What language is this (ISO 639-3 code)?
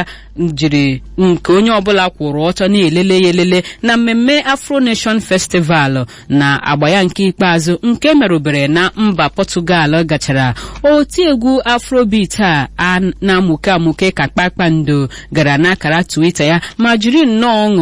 ibo